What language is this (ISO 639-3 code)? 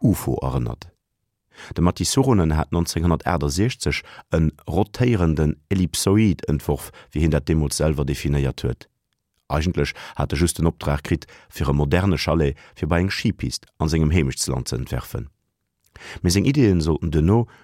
ltz